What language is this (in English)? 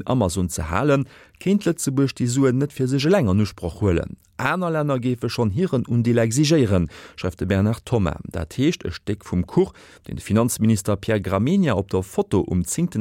Luxembourgish